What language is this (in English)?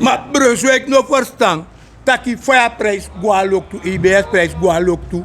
Sranan Tongo